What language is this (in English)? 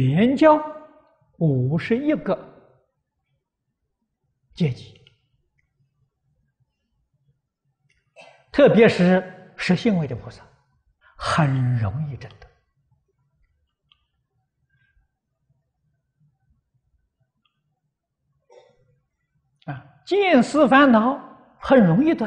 Chinese